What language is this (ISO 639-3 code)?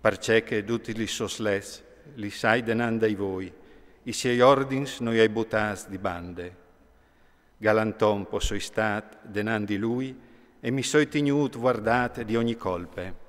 fur